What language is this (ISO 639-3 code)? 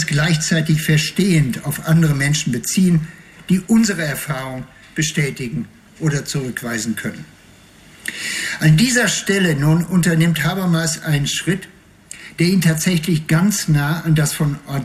deu